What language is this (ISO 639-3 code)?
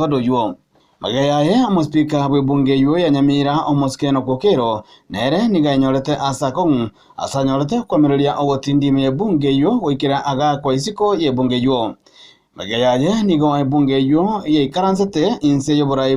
guz